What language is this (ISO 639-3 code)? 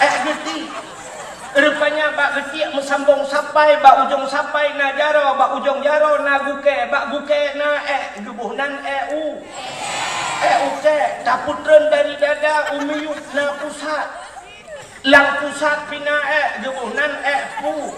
ace